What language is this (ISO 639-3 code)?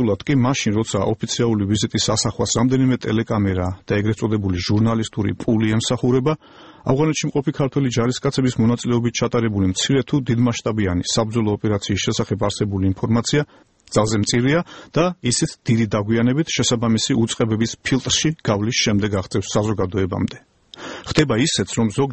kat